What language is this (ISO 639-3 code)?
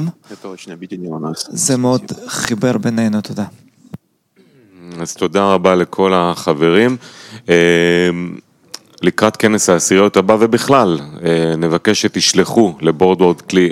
heb